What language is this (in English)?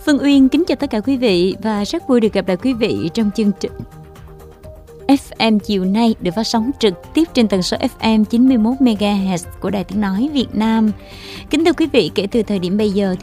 Vietnamese